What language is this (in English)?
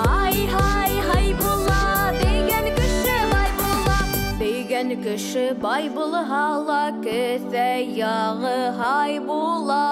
Bashkir